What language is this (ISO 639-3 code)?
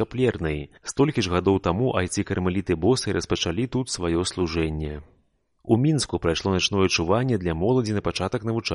bel